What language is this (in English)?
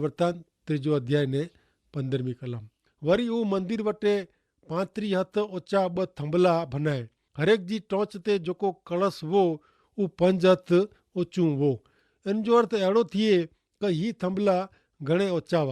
Kachhi